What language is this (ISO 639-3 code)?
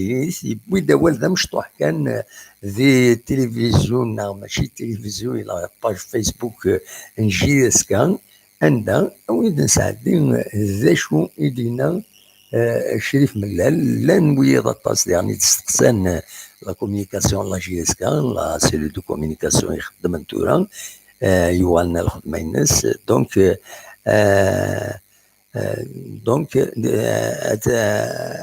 kab